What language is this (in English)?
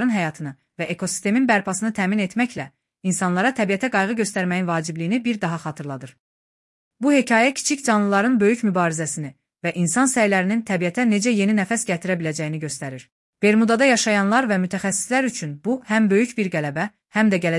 Azerbaijani